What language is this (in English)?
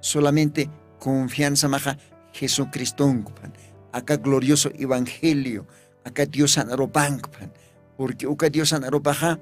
Aymara